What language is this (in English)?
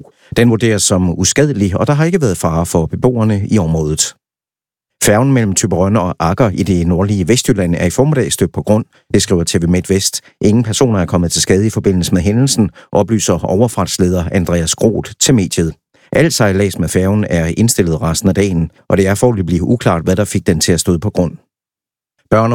Danish